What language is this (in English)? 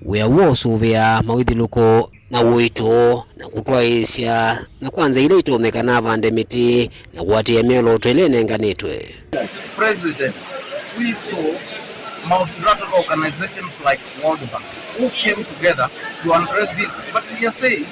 Kamba